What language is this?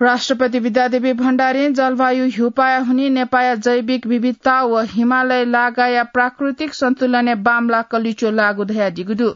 Newari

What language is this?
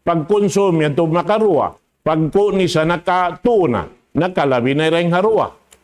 Tausug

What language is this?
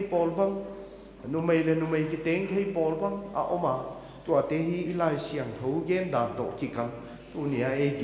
Paite Chin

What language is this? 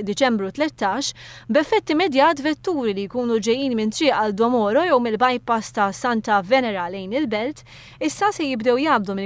Maltese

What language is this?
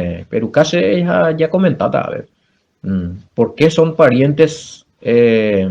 Guarani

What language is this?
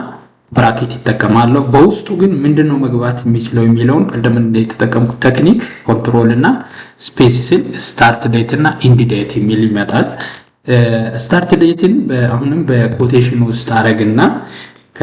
Amharic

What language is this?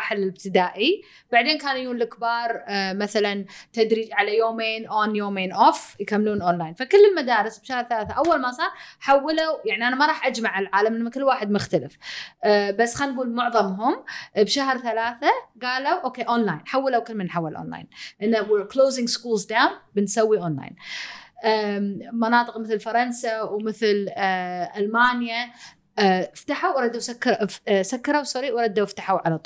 Gulf Arabic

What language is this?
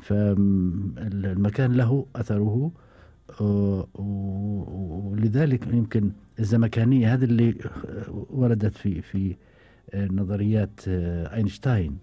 Gulf Arabic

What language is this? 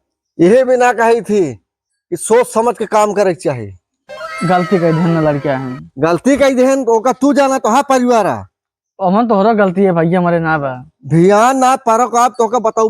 Awadhi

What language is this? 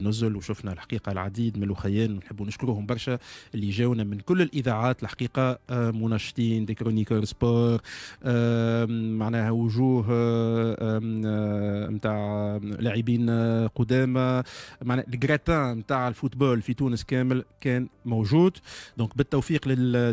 Tunisian Arabic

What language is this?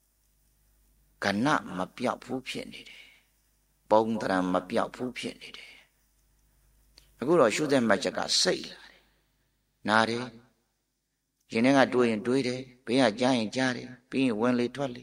Burmese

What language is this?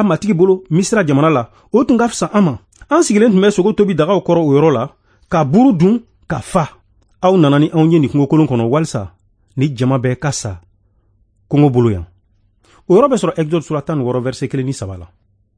Bambara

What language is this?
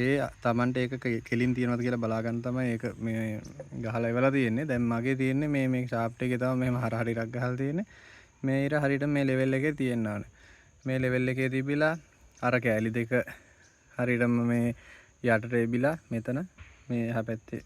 Sinhala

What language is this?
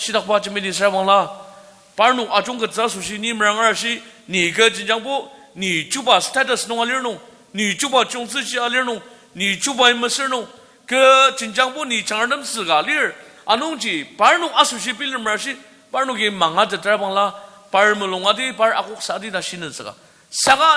Ao Naga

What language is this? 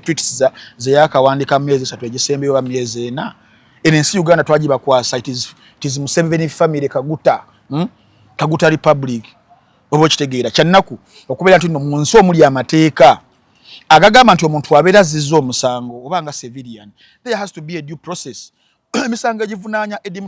Ganda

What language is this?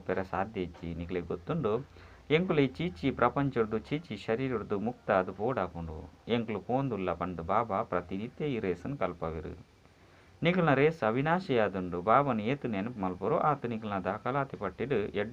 Tulu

